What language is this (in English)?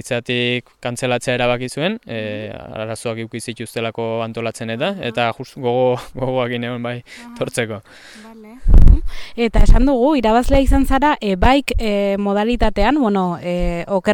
Basque